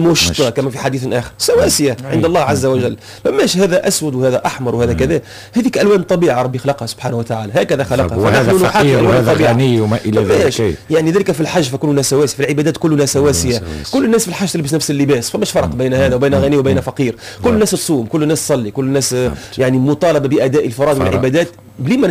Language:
Tunisian Arabic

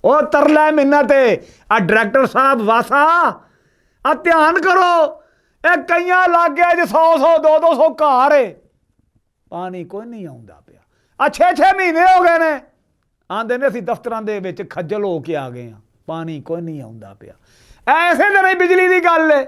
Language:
Western Panjabi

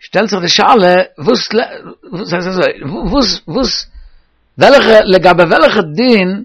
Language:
Yiddish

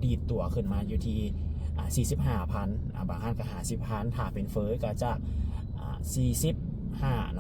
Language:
Lao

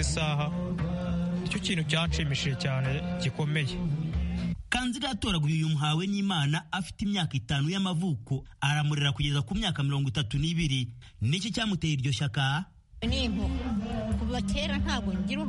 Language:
Kinyarwanda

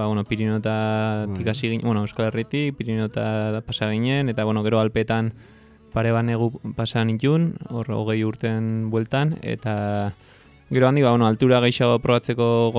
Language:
Basque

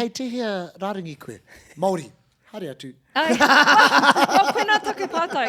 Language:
Māori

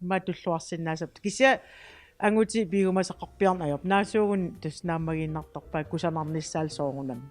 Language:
Kalaallisut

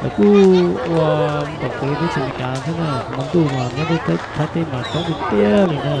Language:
Hmong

